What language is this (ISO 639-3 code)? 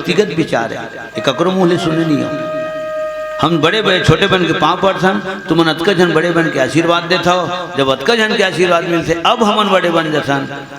hne